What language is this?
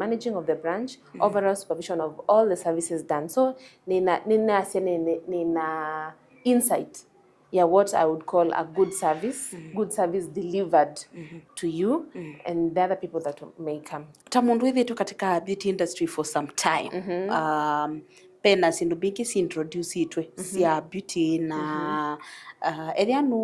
Kamba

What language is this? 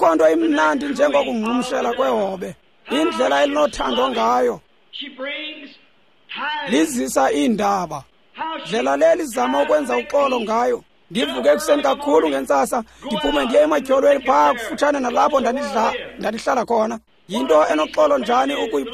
Xhosa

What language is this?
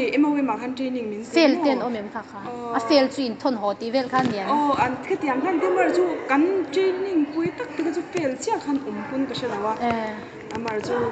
Mizo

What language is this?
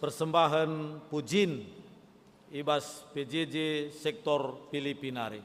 Batak Karo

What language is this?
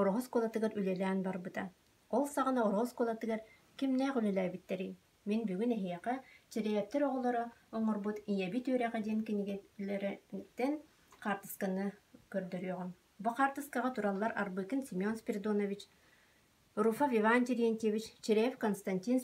Yakut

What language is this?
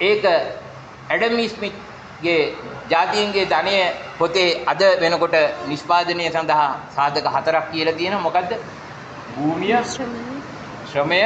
Sinhala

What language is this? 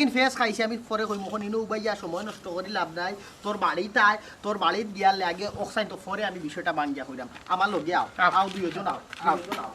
Sylheti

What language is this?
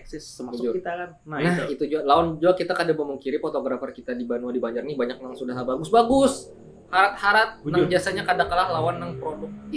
Banjar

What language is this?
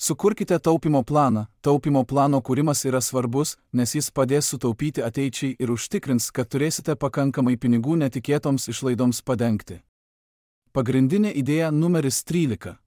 Lithuanian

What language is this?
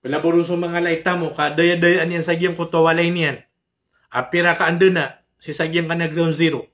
Maranao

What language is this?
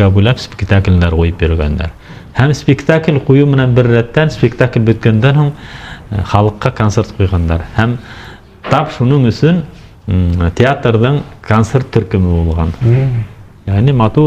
Bashkir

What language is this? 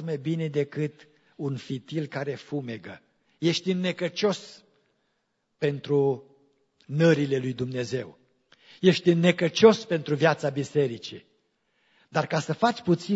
Romanian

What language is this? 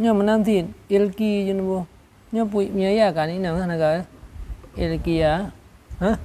Achinese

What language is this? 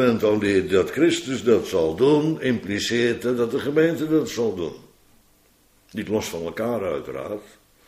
Dutch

